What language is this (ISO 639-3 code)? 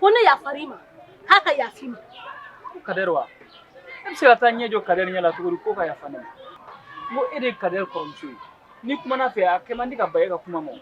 bam